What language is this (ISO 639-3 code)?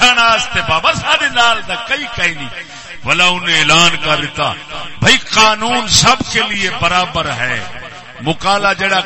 skr